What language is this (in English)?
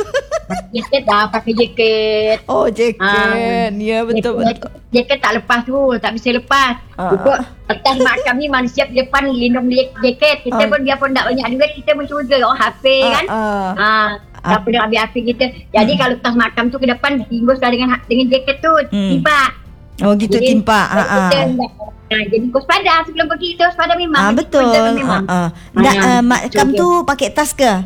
Malay